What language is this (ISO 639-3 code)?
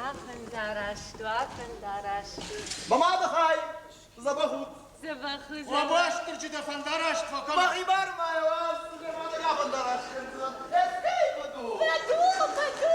oss